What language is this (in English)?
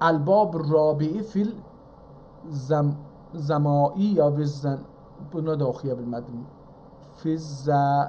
South Azerbaijani